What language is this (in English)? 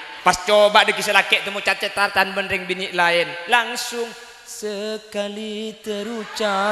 Madurese